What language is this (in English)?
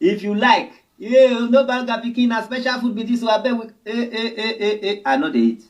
Nigerian Pidgin